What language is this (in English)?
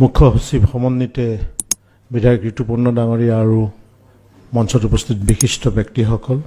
Assamese